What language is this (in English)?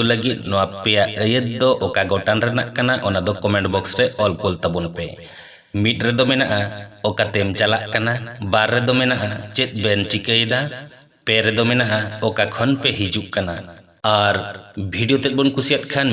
Santali